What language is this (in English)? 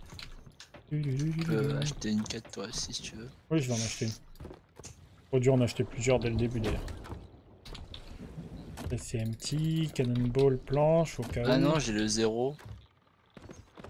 French